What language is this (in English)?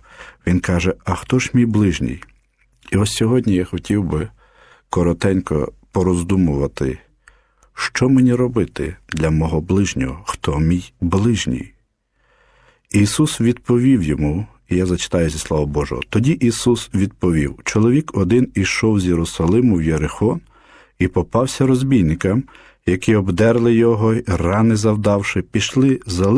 Ukrainian